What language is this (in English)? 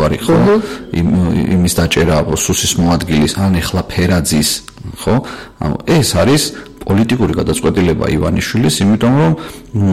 Georgian